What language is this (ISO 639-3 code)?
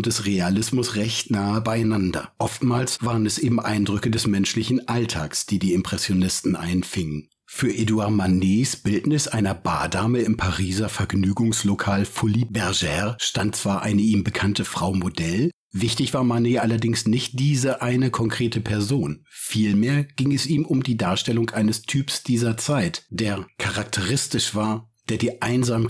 deu